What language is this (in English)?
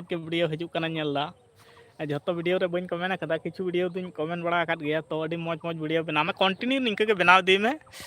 Santali